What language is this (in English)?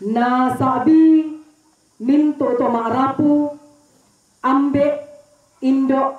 Toraja-Sa'dan